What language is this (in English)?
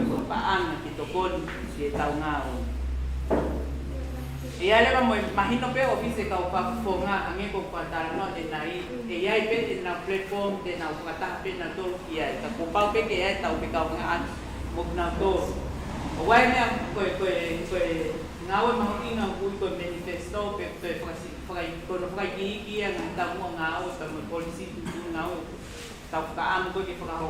Tongan